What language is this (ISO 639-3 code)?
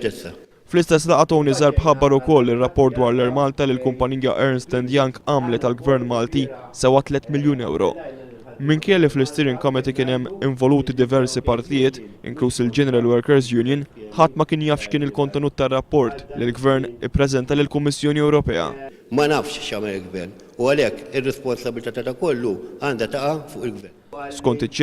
mlt